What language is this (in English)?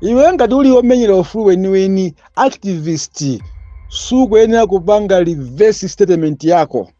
Nyanja